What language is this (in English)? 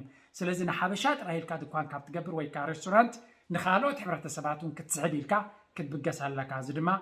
Tigrinya